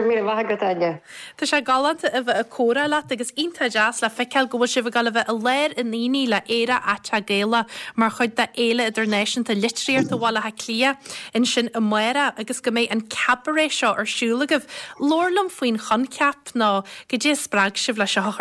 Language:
Irish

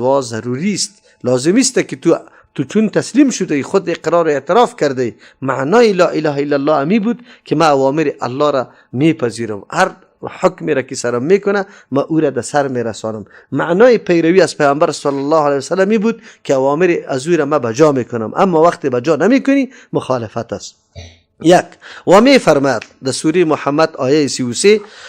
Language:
Persian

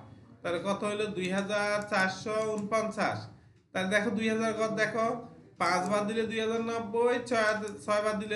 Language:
Bangla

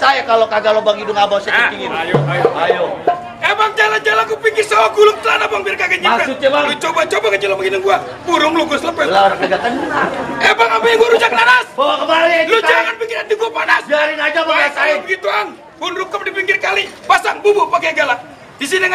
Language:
Betawi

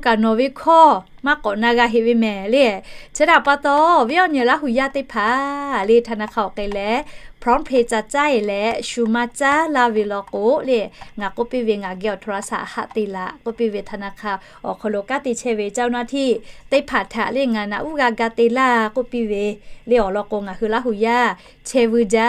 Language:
Lahu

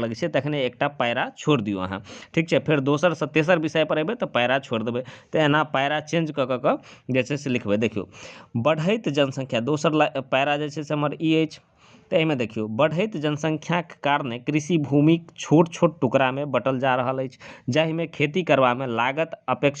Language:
Maithili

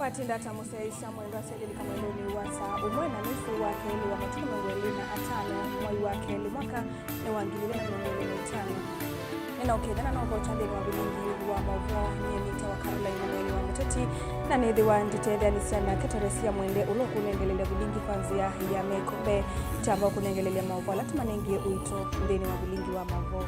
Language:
Kamba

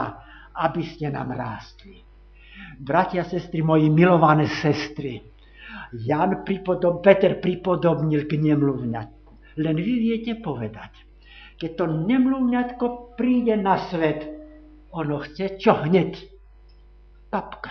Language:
Slovak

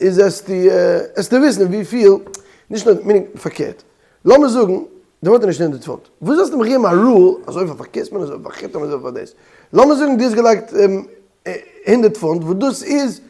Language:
Yiddish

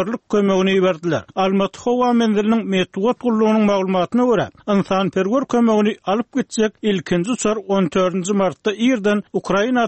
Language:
Turkmen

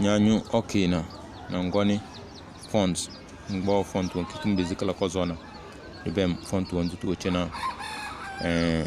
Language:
Tem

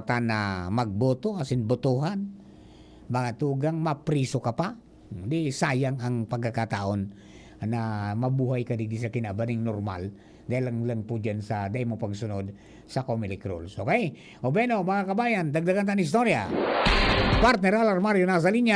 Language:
Bikol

